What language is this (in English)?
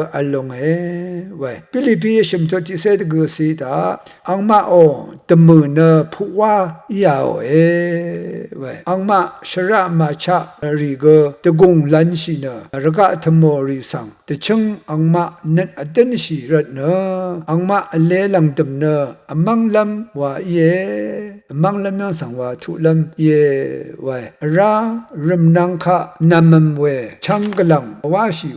Rawang